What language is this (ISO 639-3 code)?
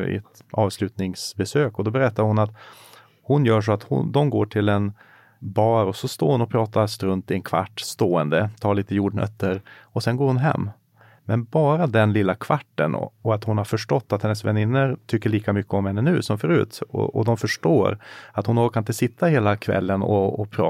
swe